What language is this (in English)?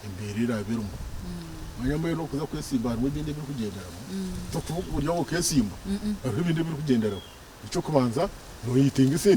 Nyankole